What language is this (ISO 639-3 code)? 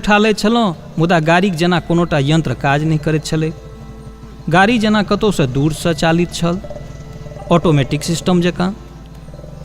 mai